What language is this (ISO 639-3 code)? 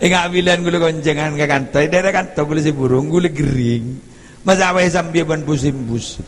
mad